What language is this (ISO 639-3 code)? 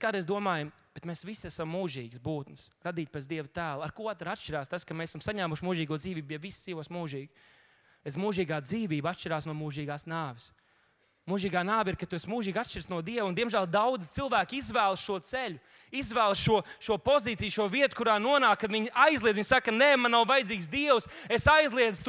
lav